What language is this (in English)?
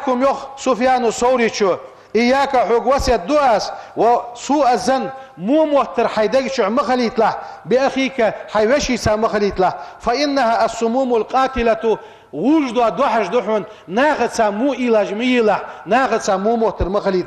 Ingush